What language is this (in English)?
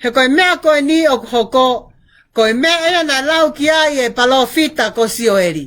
Tongan